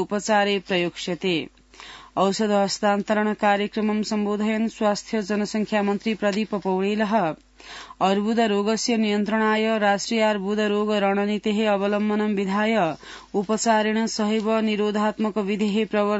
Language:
Sanskrit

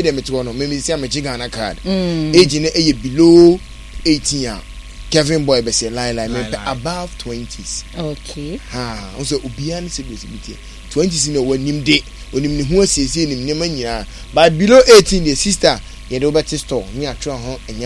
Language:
Akan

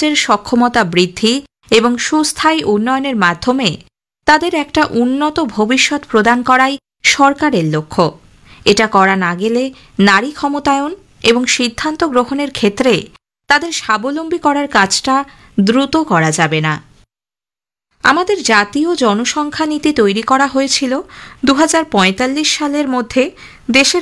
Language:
Bangla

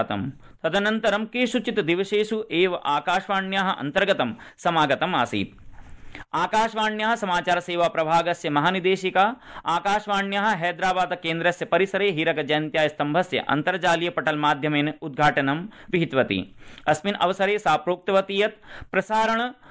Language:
Sanskrit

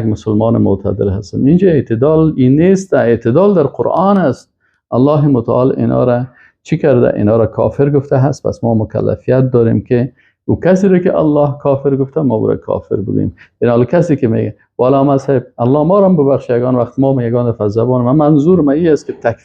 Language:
Persian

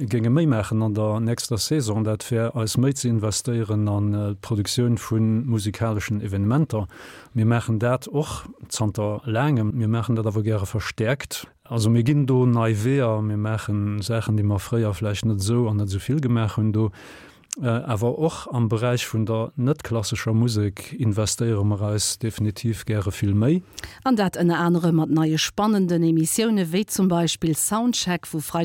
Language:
Luxembourgish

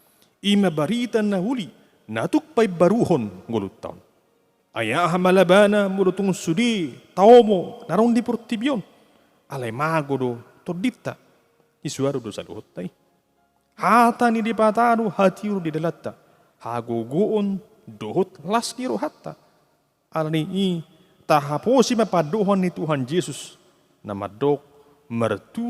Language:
Batak Toba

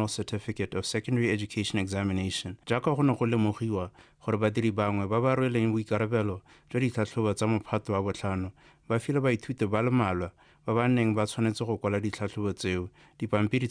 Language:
Tswana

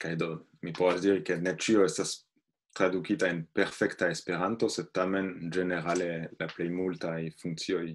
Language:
Esperanto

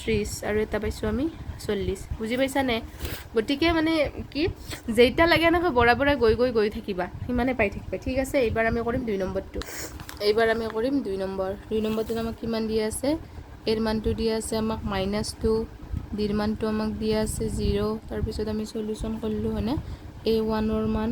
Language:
Assamese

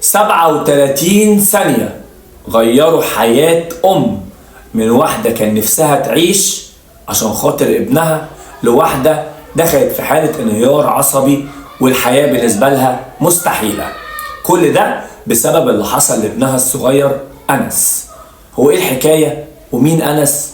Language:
Egyptian Arabic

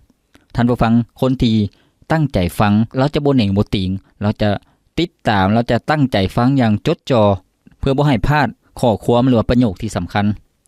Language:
Lao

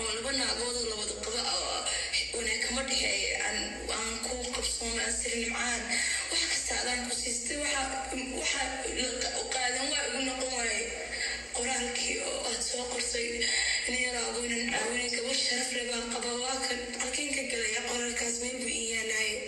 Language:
Somali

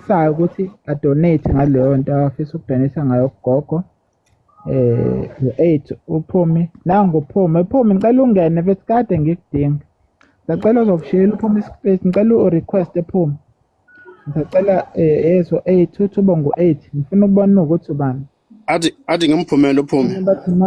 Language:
Zulu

